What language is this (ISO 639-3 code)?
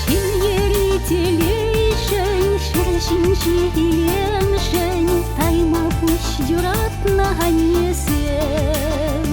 chv